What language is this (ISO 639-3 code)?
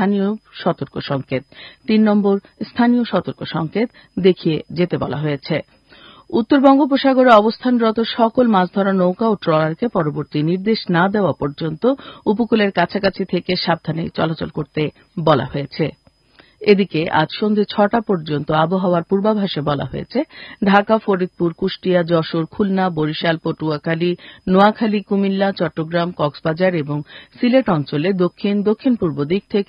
ben